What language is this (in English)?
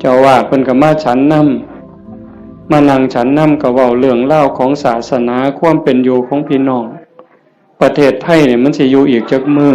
Northeastern Thai